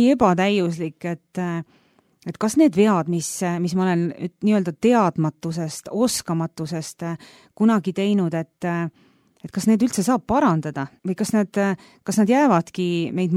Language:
Estonian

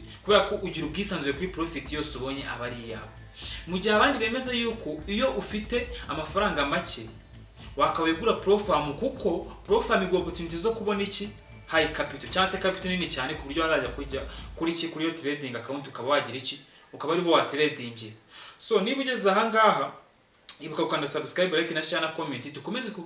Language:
Kinyarwanda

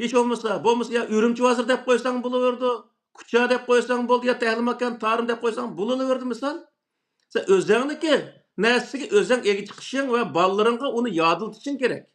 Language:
Uyghur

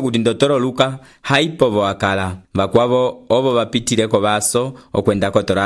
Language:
Umbundu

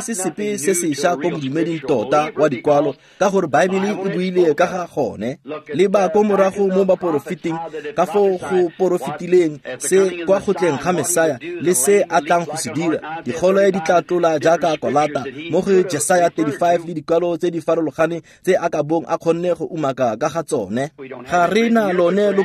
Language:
Tswana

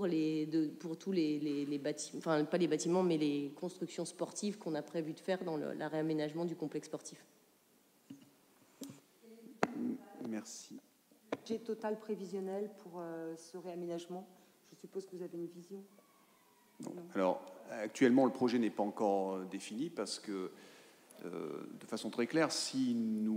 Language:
French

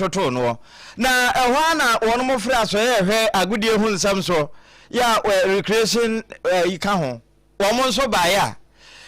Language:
Akan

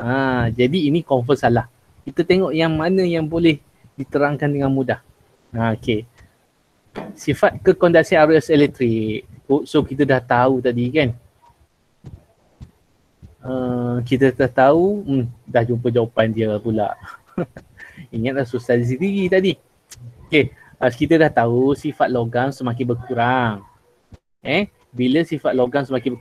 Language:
Malay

